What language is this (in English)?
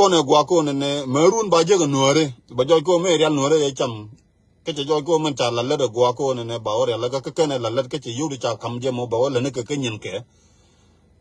Nuer